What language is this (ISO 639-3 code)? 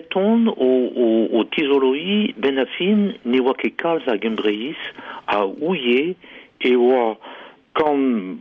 bre